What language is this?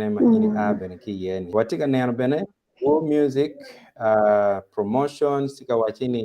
Acoli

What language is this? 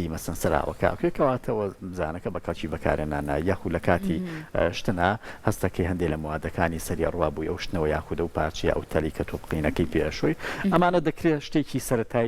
Central Kurdish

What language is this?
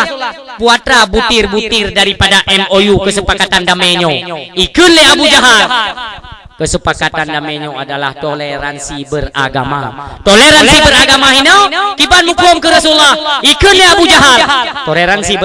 Achinese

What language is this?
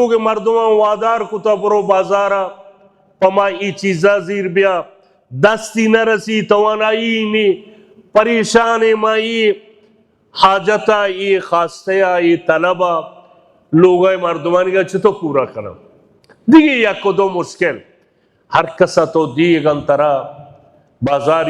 Baluchi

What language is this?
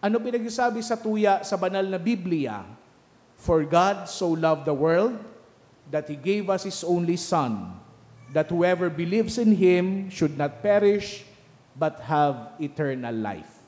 Bikol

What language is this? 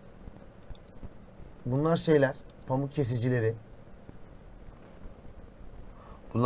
Turkish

